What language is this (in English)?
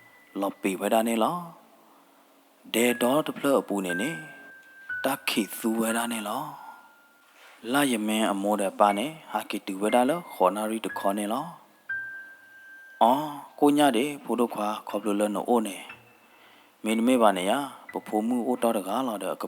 S'gaw Karen